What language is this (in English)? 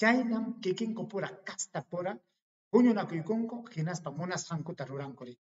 Ayacucho Quechua